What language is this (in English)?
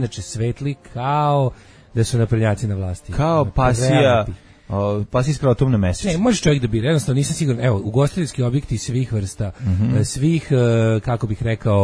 Serbian